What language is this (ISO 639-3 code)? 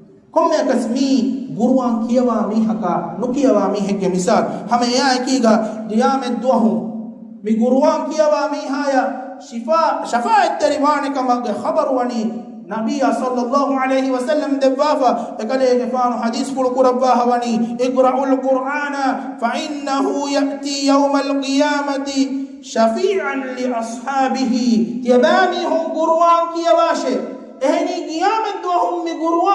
div